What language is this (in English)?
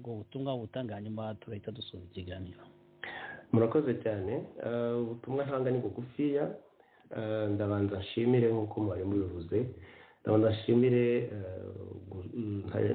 Kinyarwanda